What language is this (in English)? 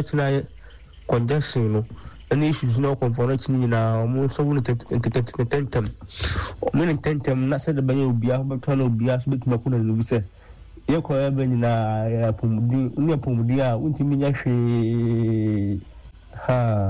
Akan